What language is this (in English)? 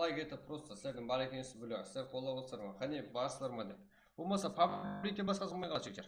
Kara-Kalpak